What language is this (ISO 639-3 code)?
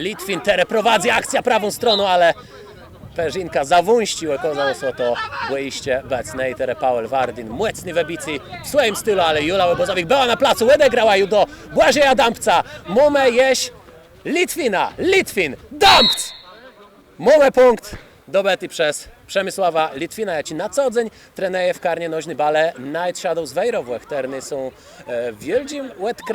csb